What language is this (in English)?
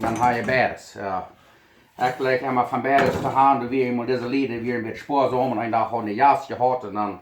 Plautdietsch